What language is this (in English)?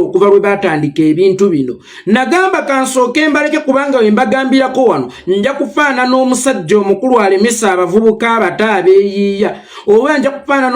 Ganda